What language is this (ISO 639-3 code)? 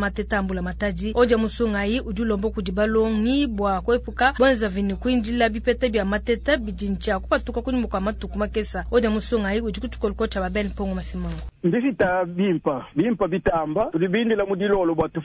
lua